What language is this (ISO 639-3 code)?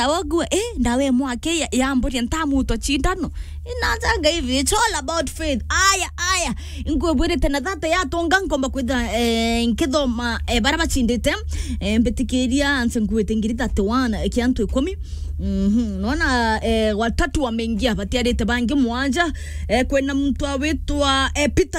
mer